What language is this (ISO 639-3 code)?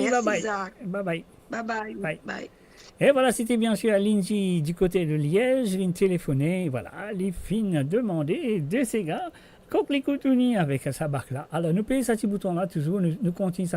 mfe